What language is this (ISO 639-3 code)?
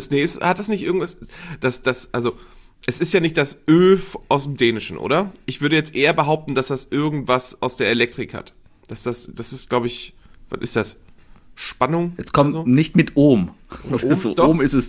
deu